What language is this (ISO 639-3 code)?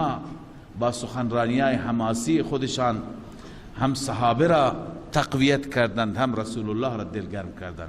fas